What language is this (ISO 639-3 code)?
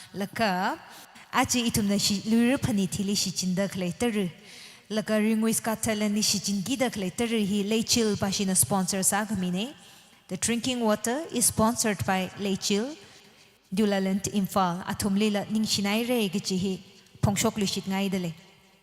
nmf